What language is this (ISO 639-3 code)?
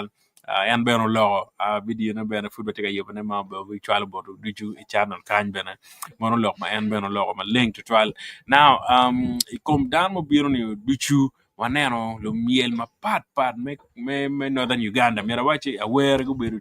ach